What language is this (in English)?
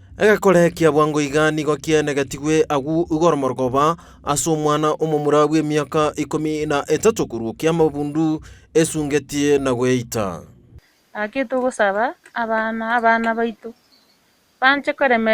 Gusii